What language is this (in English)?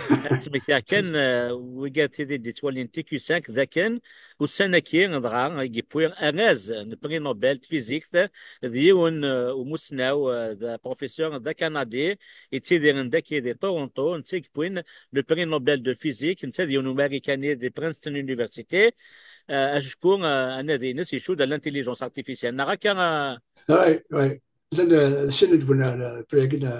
Kabyle